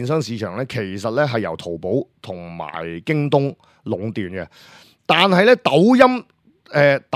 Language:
Cantonese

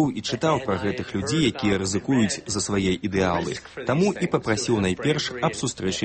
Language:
Belarusian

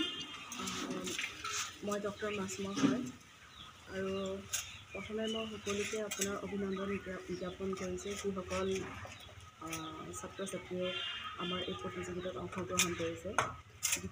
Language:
Assamese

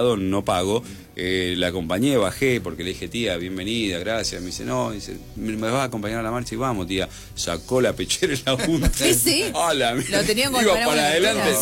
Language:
Spanish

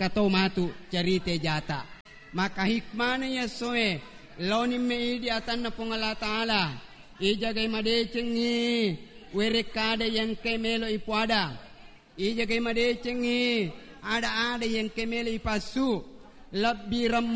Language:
Buginese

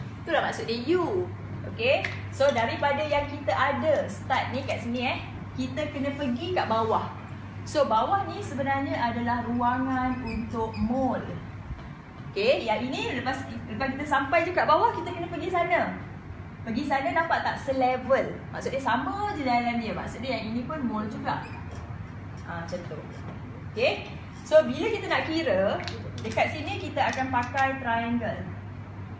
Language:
Malay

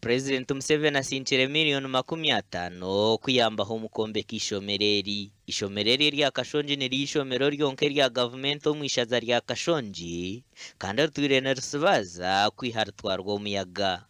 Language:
Nyankole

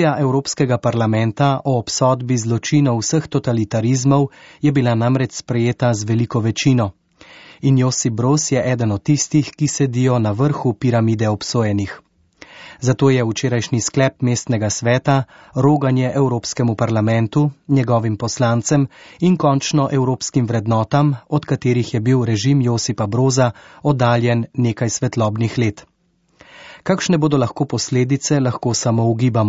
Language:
Slovenian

